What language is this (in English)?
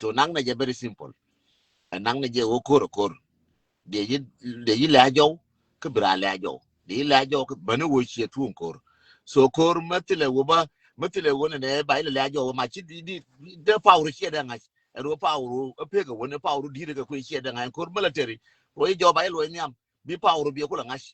Nuer